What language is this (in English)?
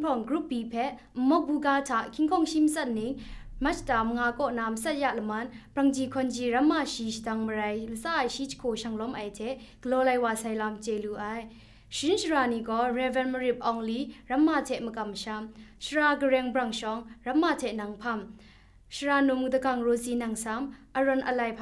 Kachin